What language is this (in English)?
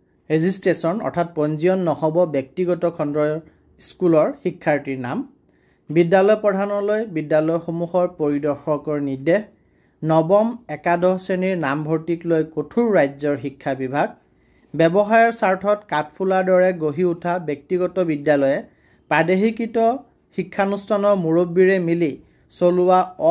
Assamese